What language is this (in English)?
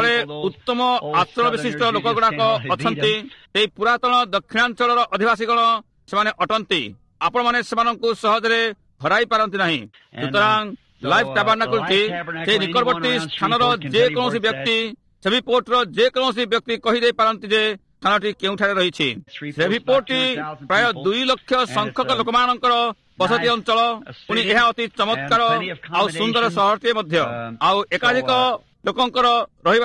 Odia